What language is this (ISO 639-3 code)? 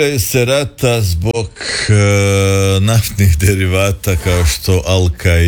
hrv